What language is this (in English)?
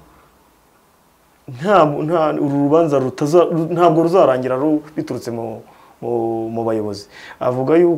Kinyarwanda